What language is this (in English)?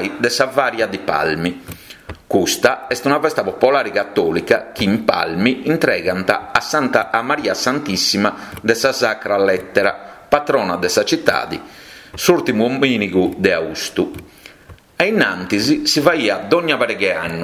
Sardinian